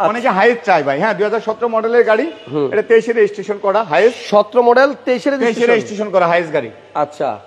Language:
Bangla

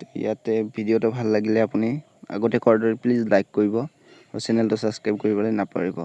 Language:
Assamese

